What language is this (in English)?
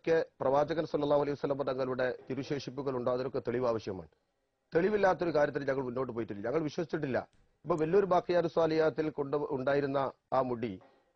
Malayalam